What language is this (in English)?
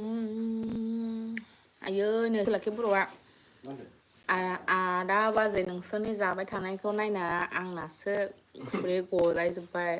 Bodo